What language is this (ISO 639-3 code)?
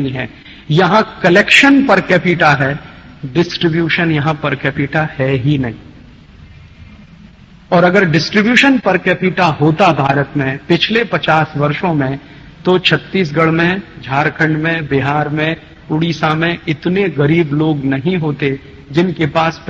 hin